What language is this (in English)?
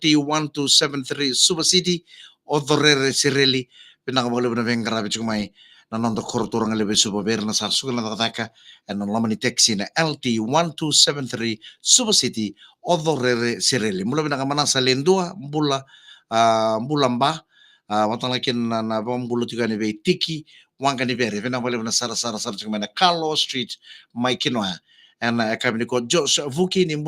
Fijian